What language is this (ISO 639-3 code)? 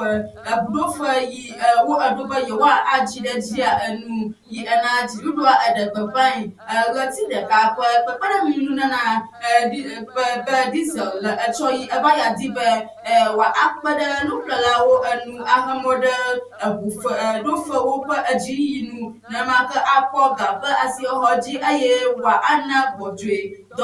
ewe